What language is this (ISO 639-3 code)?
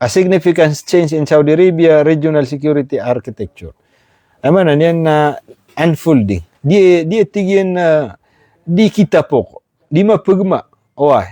mrw